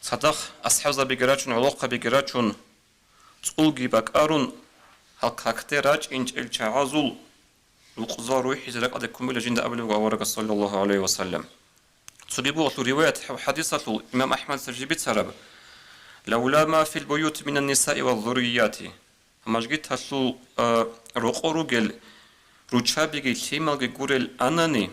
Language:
Avaric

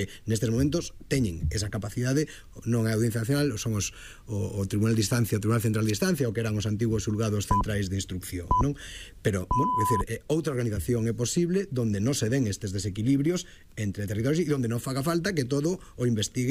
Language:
Galician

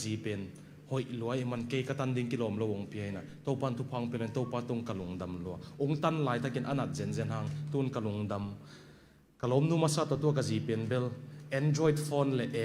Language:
Tedim Chin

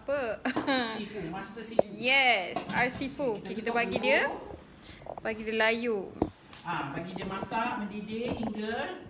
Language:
Malay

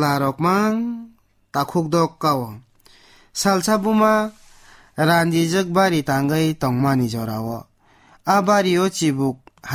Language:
Kok Borok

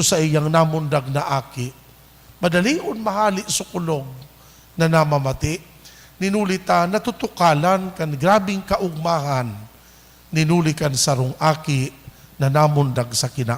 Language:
Bikol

